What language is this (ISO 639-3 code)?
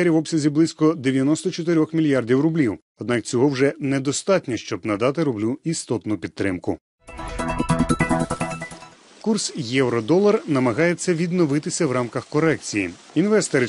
ukr